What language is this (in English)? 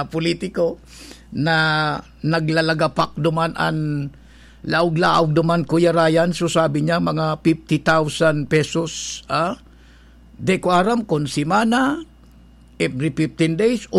Bikol